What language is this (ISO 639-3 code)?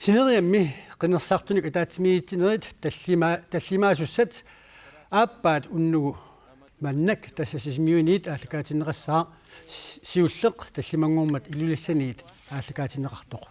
kal